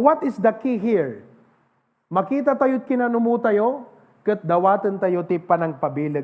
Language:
Iloko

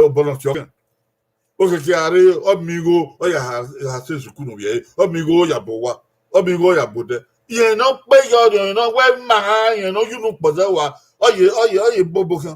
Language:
Bini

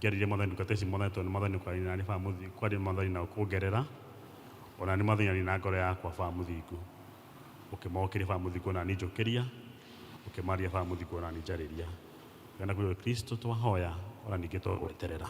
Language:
Kikuyu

